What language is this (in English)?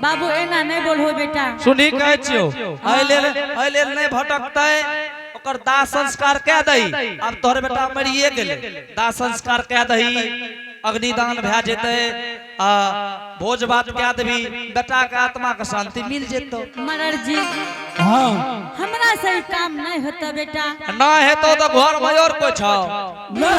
Angika